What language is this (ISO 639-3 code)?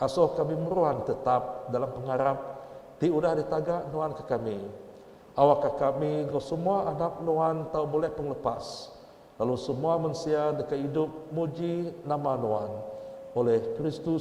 iba